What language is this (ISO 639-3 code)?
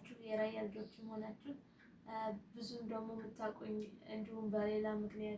amh